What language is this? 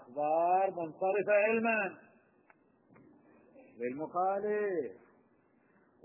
Arabic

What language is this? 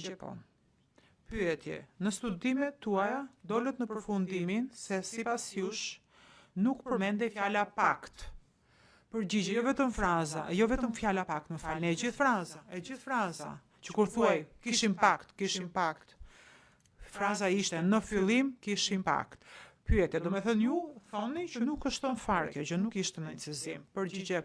Albanian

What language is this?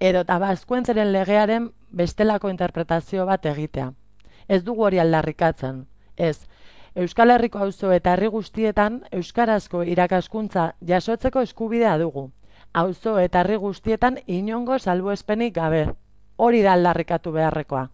Basque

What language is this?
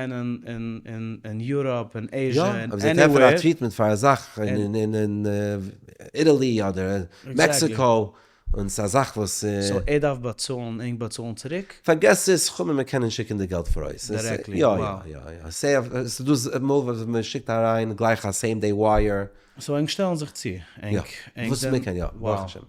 Yiddish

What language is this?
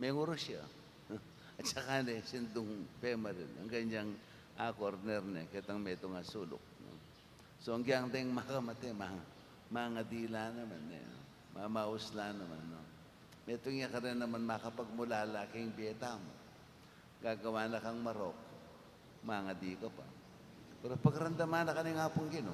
Pampanga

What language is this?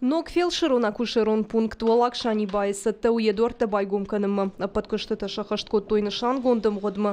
Ossetic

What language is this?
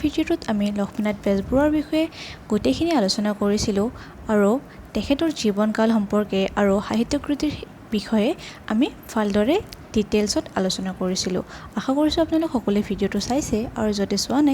Assamese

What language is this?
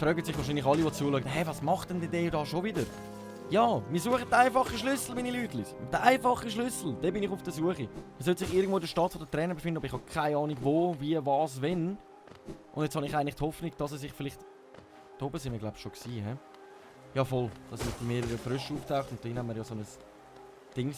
Swiss German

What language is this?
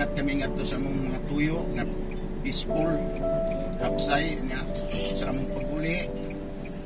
Cebuano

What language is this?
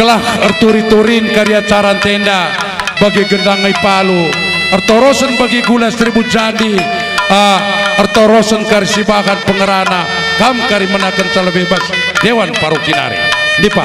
Batak Karo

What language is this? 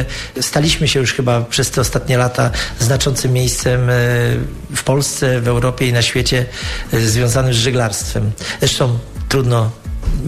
Polish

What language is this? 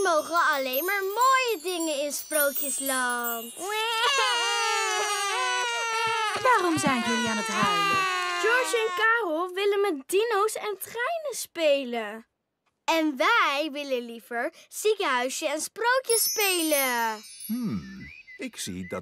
Dutch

